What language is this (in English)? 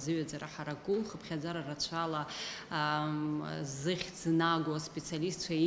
Abkhazian